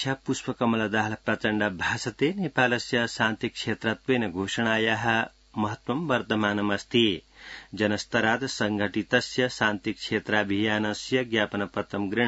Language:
Sanskrit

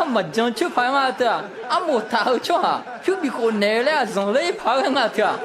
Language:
Akha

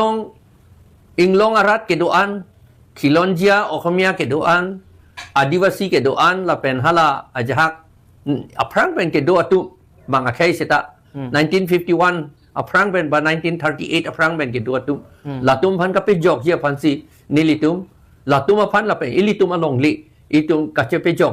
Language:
Karbi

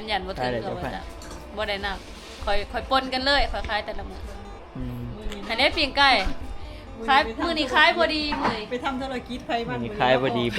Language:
Northeastern Thai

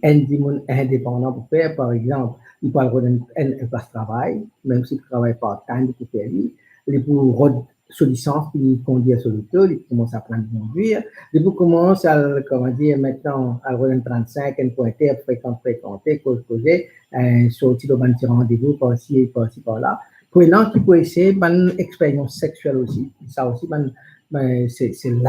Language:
Morisyen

